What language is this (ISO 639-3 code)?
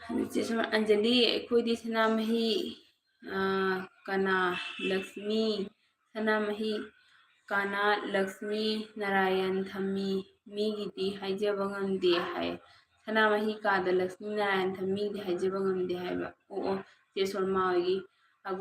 mni